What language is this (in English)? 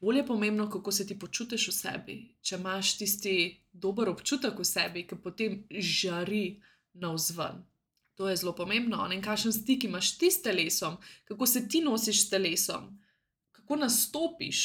Slovenian